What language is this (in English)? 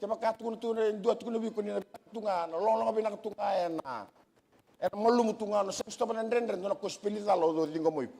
Fijian